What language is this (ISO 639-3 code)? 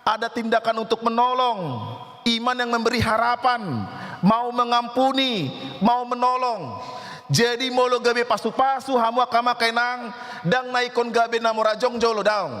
bbc